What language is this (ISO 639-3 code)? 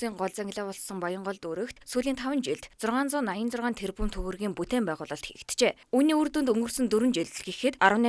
mon